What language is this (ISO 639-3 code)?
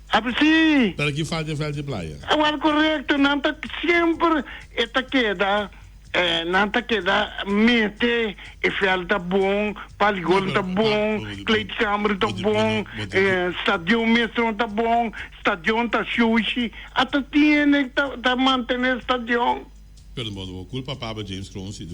pap